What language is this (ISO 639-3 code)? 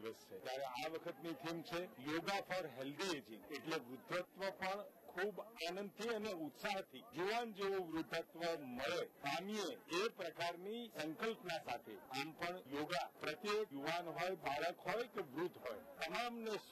guj